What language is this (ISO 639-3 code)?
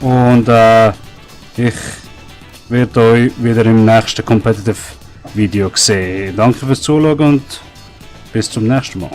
gsw